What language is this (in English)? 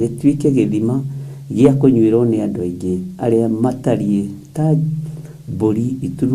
Kikuyu